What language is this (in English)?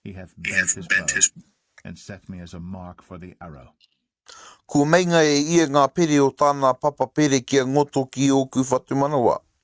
Māori